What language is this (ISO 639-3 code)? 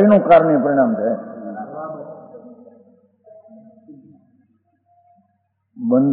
guj